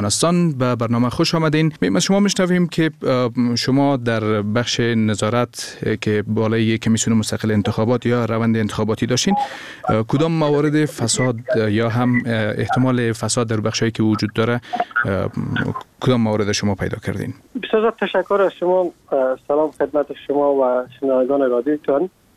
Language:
Persian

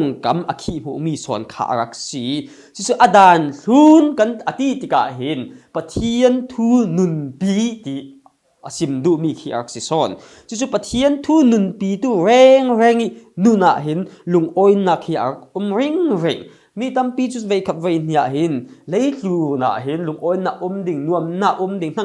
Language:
Falam Chin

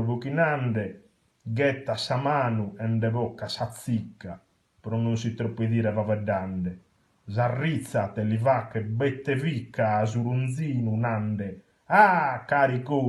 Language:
Sardinian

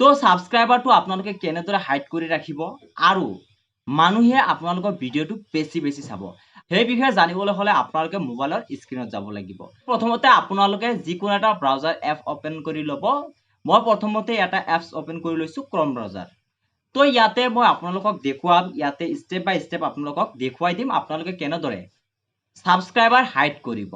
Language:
Assamese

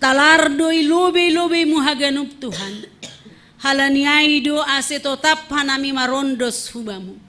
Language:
Batak Simalungun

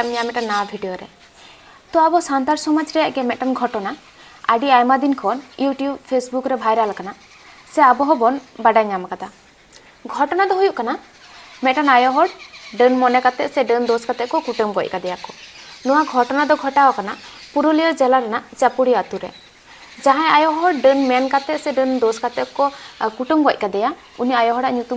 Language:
Santali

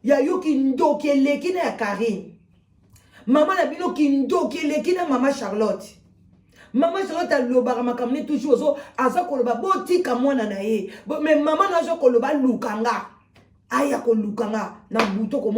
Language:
Lingala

